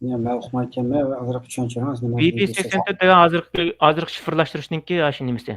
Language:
Uyghur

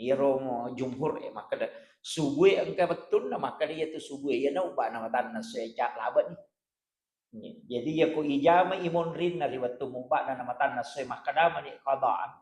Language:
Buginese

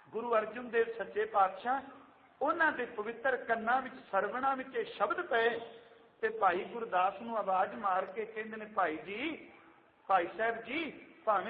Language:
Punjabi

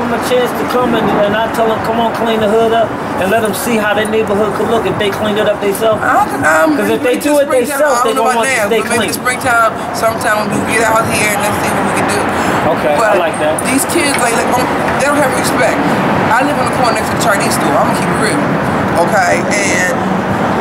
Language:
English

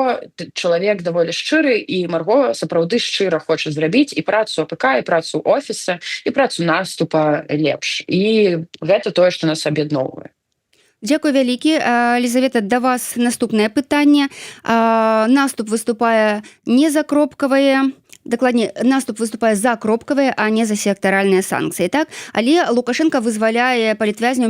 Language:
Belarusian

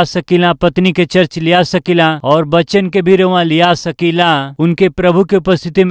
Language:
Bhojpuri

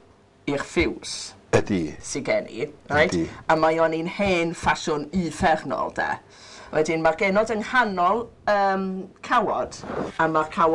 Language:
Welsh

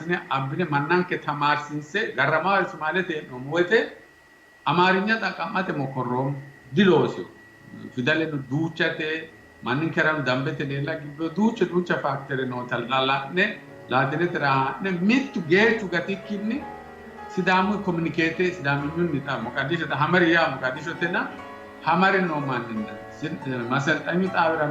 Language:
Sidamo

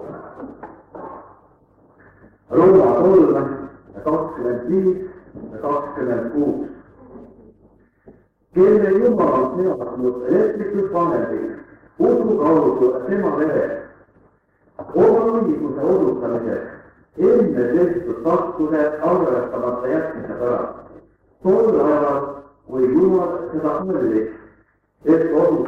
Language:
Estonian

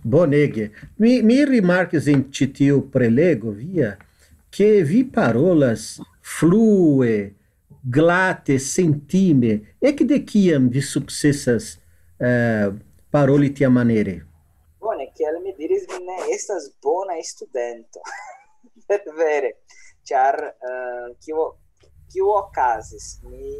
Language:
Esperanto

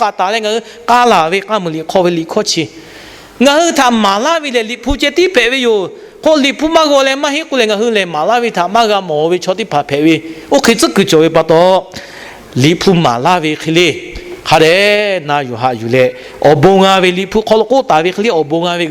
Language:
Lahu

